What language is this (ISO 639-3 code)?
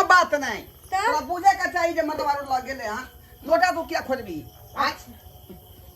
mai